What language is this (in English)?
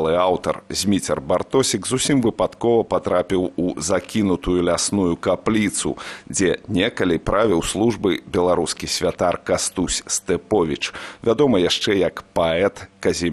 Belarusian